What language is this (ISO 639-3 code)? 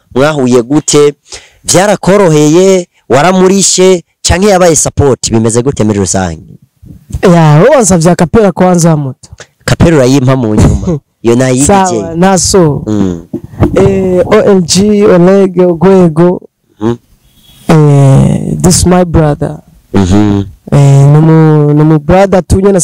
run